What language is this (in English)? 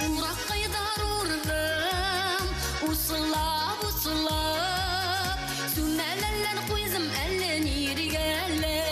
Bashkir